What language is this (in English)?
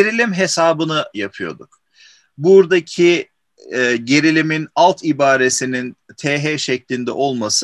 Turkish